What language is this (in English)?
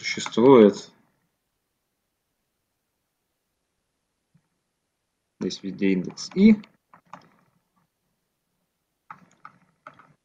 Russian